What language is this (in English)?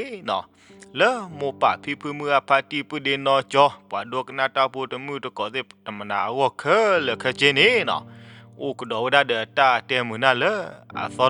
S'gaw Karen